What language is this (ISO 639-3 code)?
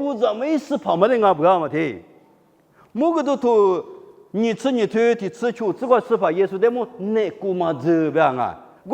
lis